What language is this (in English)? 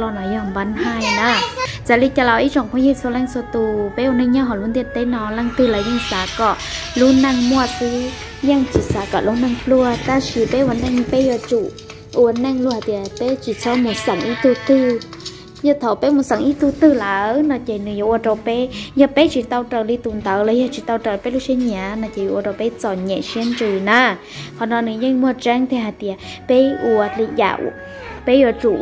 Hmong